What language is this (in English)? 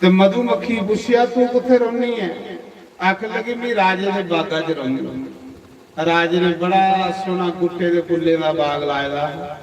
Dogri